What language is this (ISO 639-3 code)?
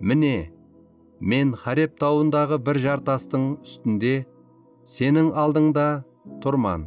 kaa